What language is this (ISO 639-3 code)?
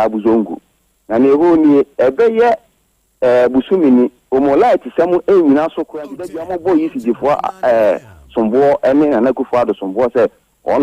aka